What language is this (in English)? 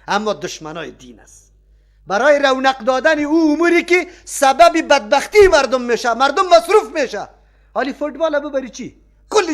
Persian